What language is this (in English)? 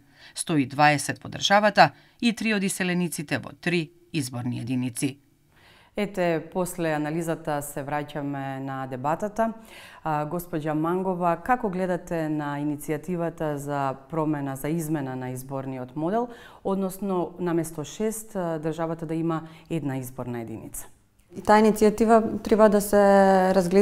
Macedonian